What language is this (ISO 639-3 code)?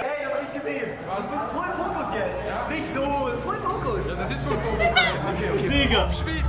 gsw